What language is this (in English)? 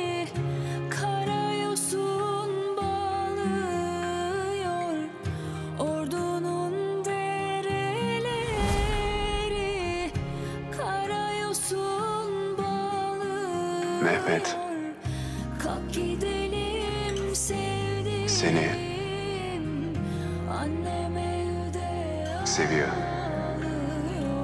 Turkish